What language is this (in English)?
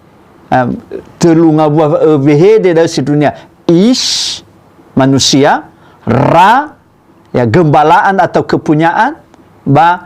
Nias